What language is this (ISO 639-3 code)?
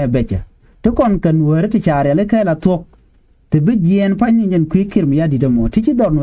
nus